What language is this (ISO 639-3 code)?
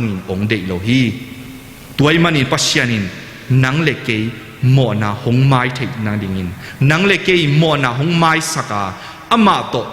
ctd